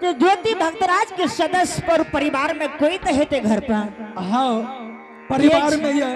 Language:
Angika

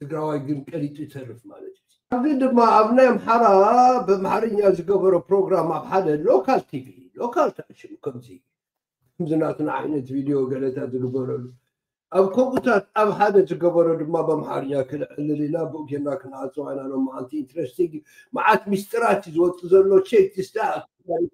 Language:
Tigrinya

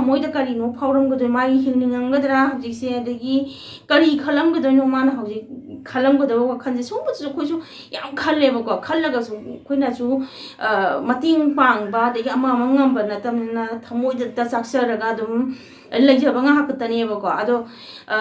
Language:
Manipuri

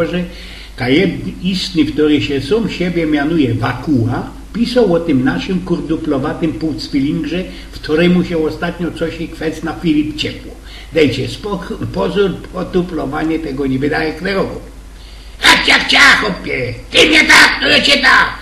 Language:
Silesian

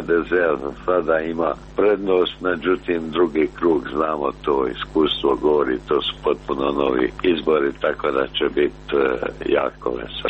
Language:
Croatian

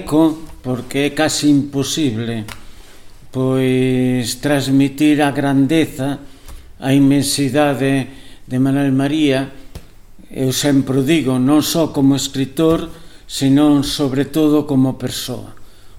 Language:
Galician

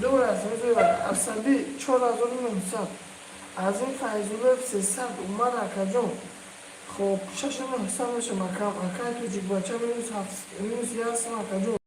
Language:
Tajik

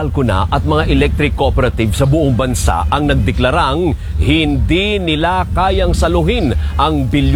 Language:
Filipino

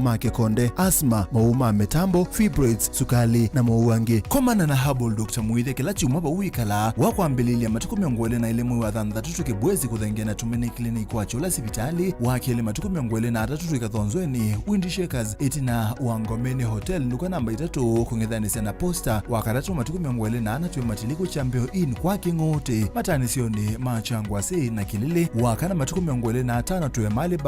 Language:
Kamba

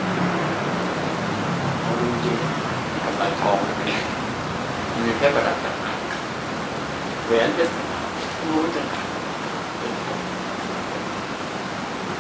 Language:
Thai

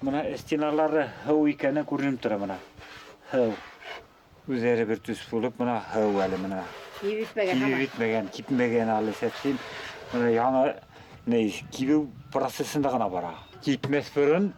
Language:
Bashkir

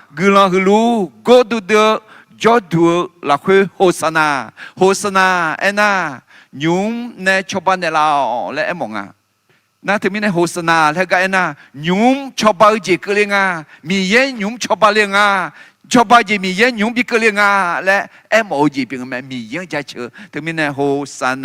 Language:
Akha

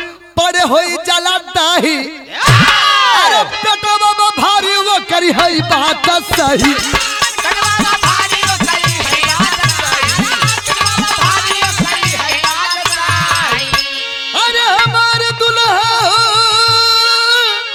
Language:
Bhojpuri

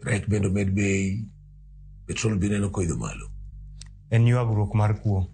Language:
Luo (Kenya and Tanzania)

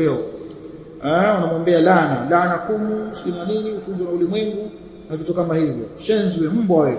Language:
Swahili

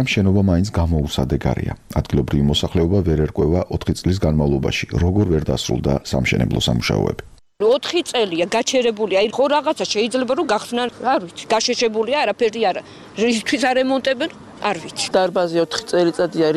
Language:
Georgian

